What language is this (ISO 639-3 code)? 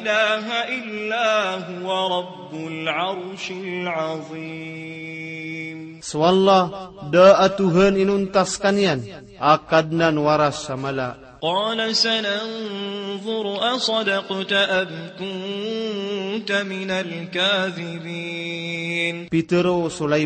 mrw